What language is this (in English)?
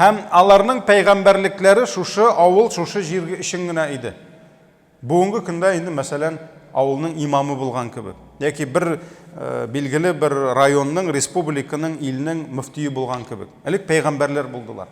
Tatar